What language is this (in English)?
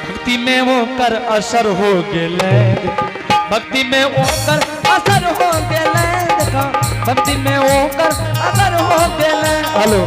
Angika